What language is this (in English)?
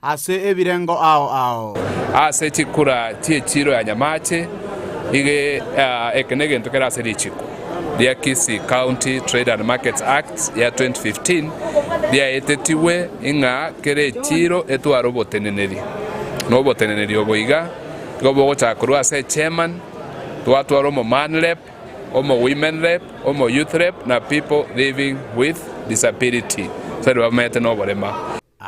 Gusii